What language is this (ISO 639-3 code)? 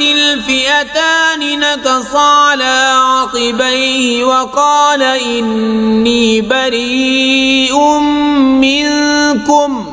kas